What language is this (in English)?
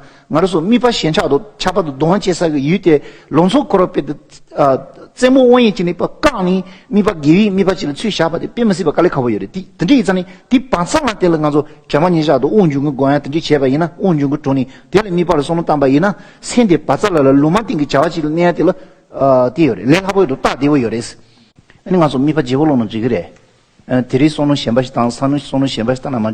Tibetan